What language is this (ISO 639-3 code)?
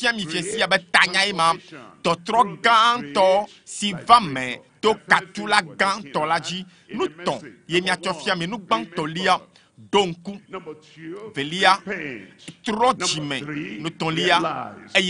ewe